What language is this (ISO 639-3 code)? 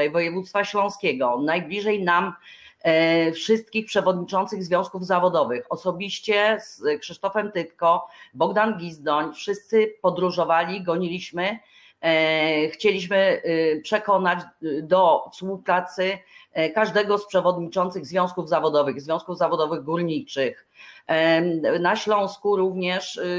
pol